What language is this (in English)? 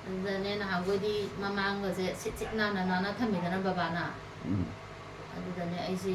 Manipuri